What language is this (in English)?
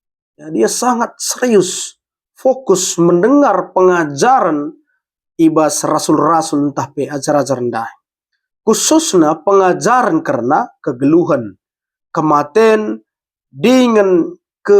Batak Karo